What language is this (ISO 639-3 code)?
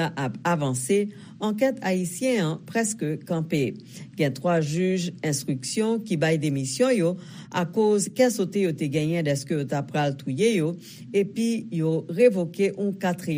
hat